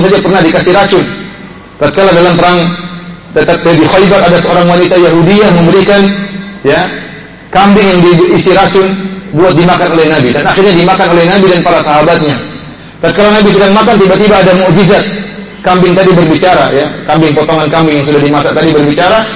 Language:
Indonesian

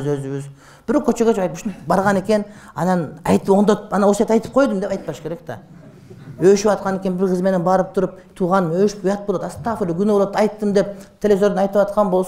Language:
Kyrgyz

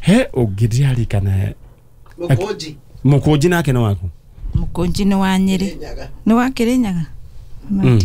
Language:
Kikuyu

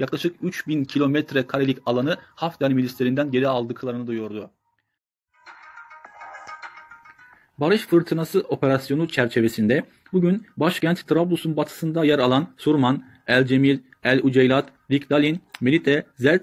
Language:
Turkish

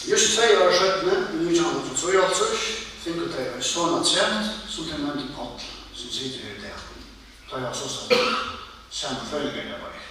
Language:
Faroese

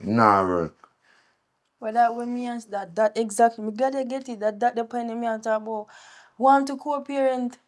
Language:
Jamaican Creole English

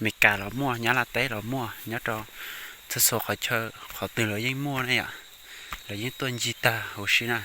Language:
Hmong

